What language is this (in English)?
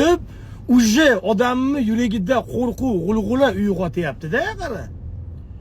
Uzbek